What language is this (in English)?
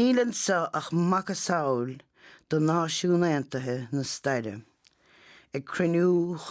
Irish